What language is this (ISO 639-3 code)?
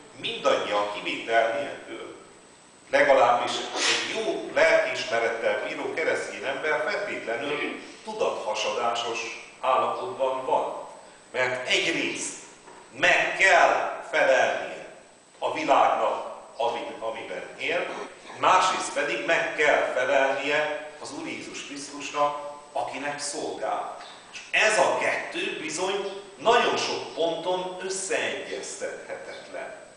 hun